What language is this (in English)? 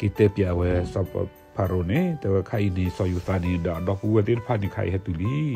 S'gaw Karen